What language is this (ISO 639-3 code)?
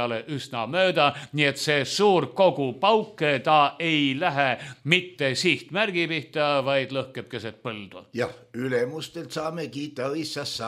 est